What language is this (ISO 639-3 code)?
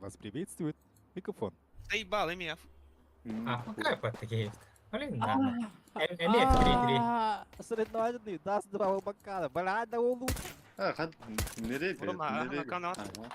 sah